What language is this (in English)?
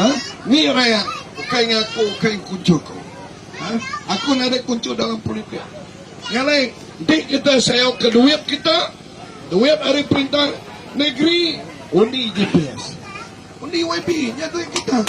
Iban